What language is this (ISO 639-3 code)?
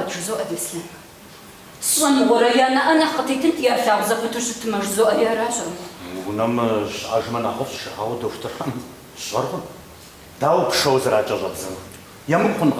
kbd